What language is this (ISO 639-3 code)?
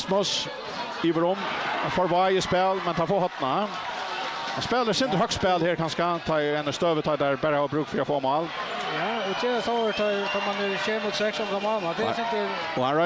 fao